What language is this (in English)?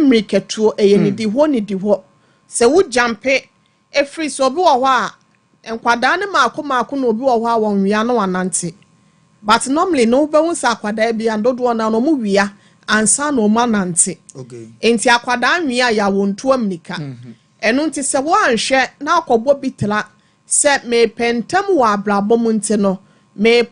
Akan